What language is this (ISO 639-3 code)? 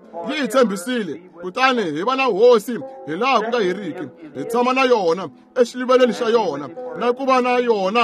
tso